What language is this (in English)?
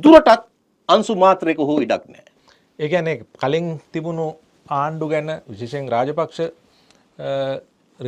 Sinhala